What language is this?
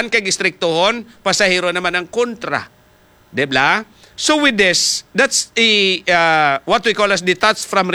Hiligaynon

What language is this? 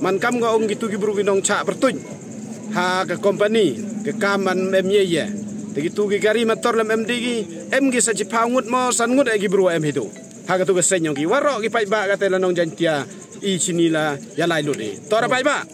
Pnar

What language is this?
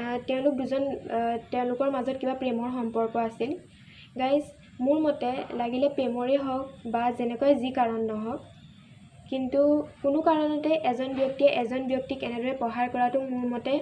Assamese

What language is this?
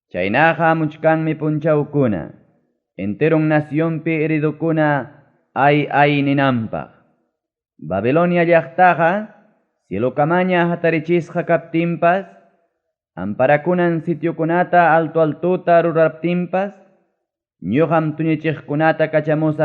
Ayacucho Quechua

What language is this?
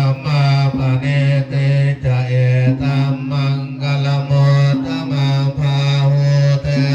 Pali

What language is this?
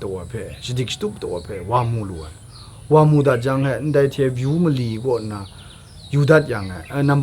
Kachin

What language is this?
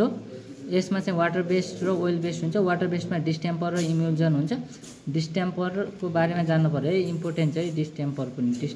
Nepali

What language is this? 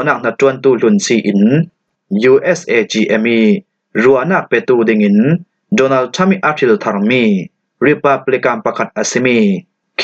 Falam Chin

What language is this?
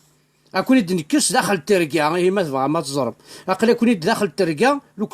Kabyle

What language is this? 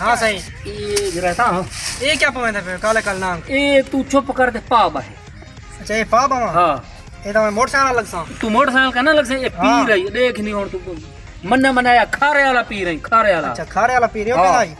Saraiki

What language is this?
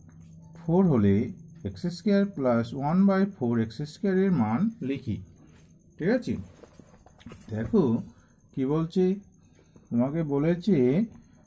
Bangla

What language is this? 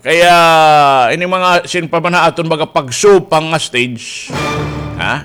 Waray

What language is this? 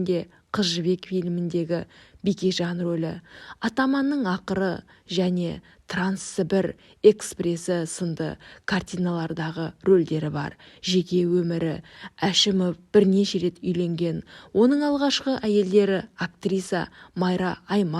Kazakh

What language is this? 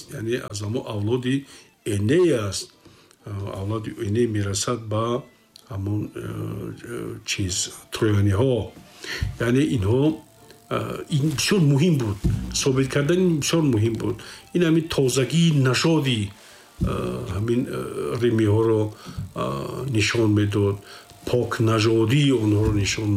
Tajik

